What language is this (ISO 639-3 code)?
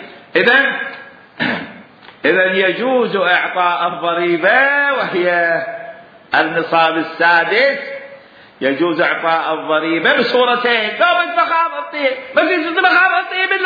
acm